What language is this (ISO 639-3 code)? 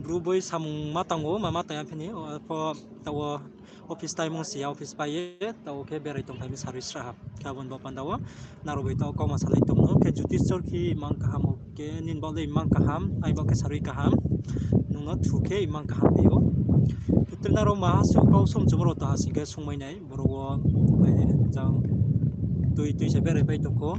ria